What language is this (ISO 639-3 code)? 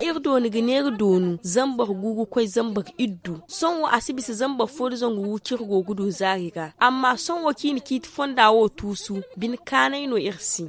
dje